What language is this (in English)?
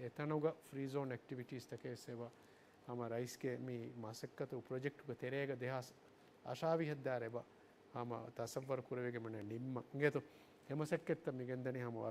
Divehi